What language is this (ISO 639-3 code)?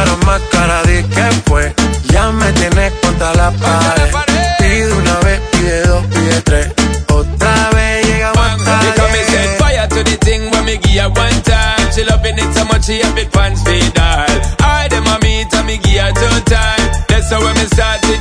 ita